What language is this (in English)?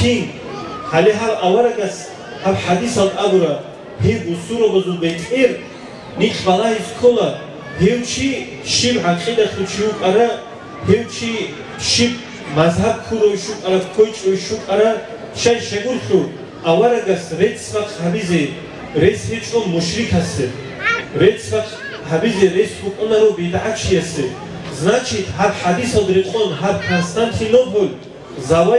Avaric